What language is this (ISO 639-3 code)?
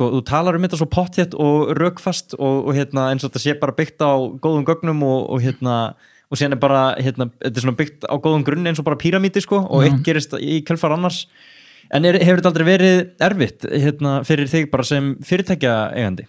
isl